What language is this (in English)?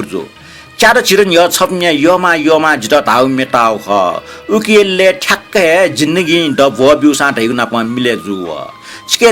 Newari